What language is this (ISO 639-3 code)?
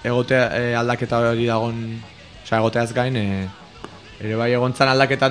eus